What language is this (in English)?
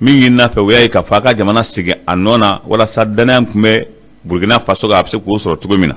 Bambara